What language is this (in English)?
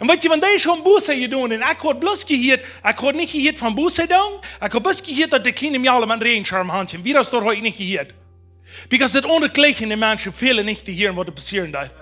Plautdietsch